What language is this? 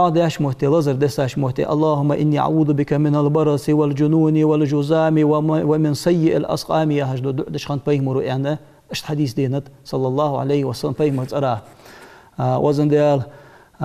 Ingush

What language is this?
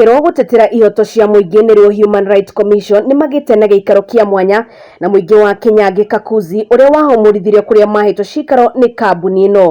Kikuyu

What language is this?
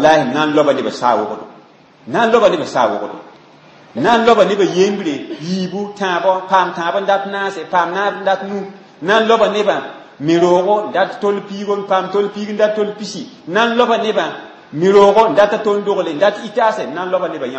Mossi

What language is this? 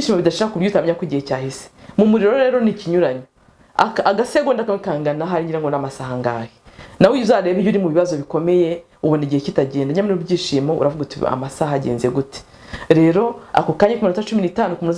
Kinyarwanda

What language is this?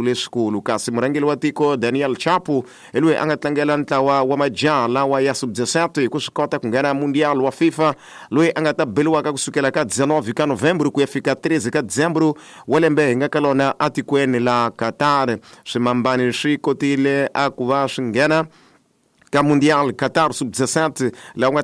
Tsonga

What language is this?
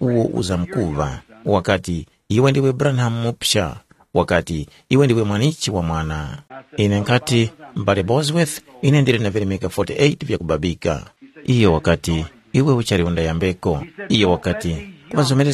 Tumbuka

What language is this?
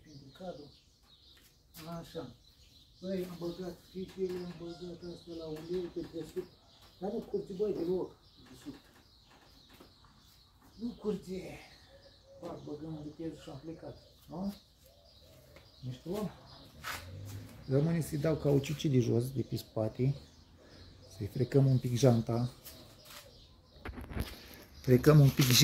Romanian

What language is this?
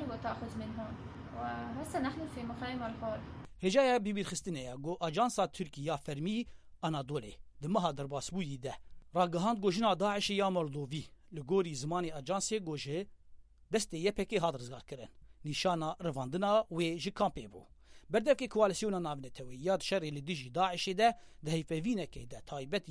Kurdish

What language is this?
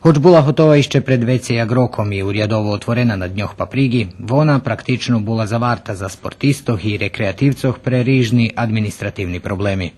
Rusyn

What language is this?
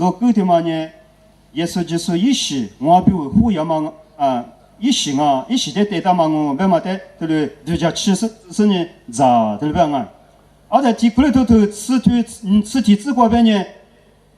Lisu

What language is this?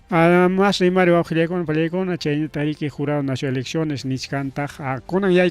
Ayacucho Quechua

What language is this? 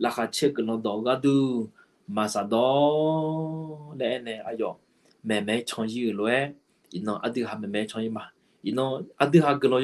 Akha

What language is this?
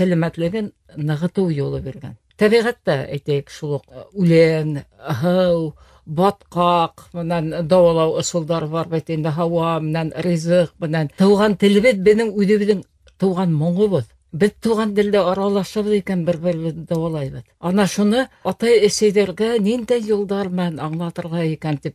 Bashkir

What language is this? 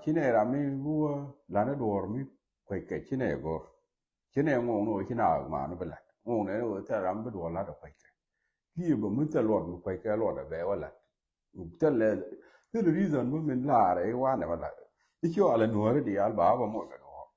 Nuer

